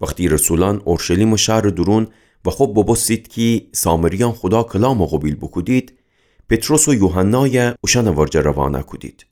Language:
Gilaki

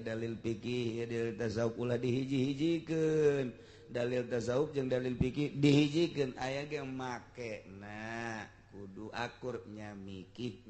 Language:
Sundanese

